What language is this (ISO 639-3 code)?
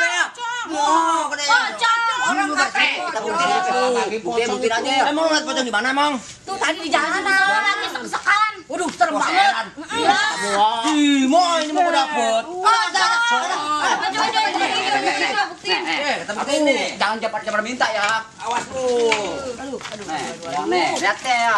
bew